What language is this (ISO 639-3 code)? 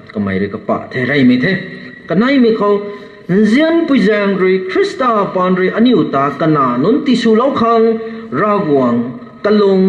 nbu